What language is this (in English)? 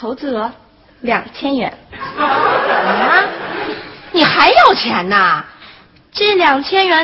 Chinese